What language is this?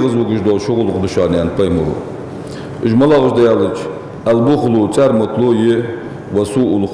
Ingush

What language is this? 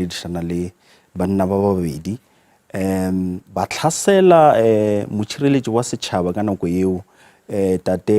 Northern Sotho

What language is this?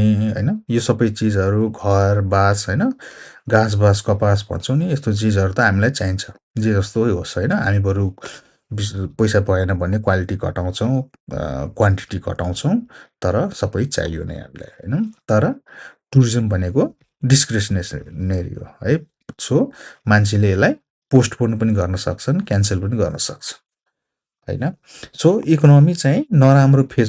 Nepali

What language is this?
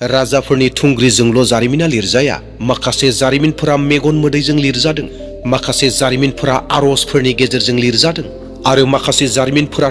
Bodo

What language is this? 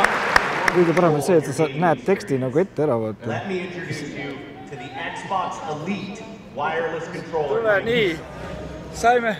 Estonian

